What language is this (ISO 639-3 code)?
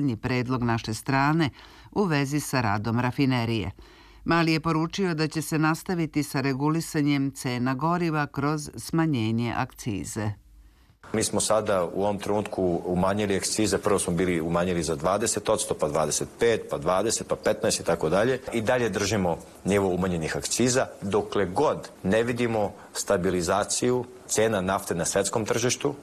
srp